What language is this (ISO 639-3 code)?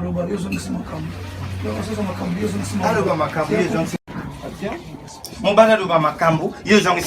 lin